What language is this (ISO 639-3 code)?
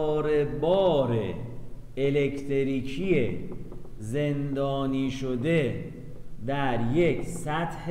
fas